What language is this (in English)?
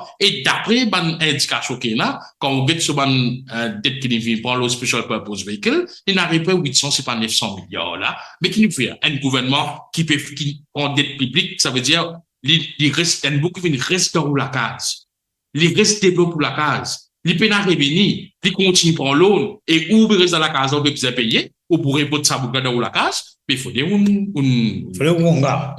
Morisyen